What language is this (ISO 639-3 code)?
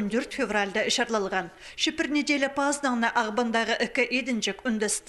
kjh